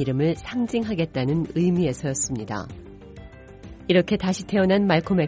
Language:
Korean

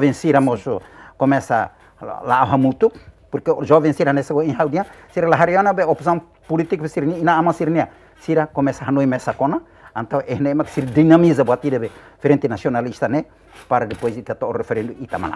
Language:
Tetum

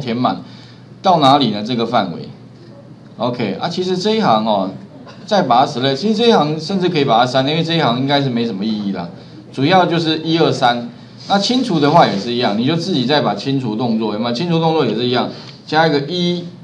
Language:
Chinese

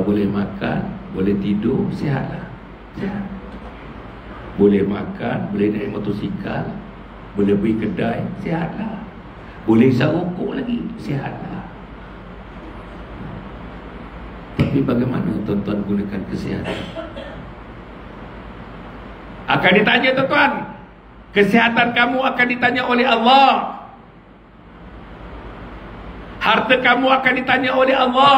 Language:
Malay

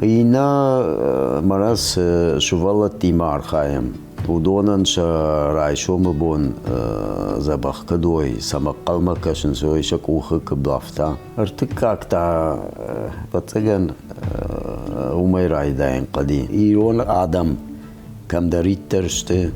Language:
Ossetic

